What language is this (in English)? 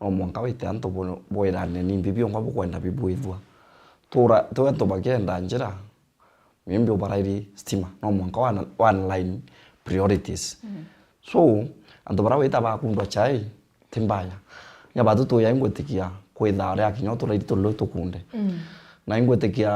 Meru